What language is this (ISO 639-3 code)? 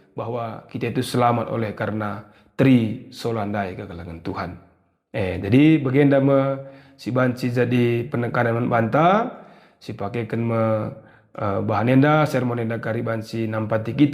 btx